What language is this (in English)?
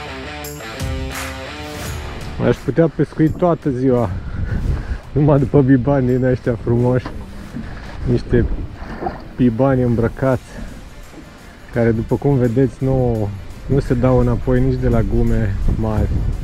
Romanian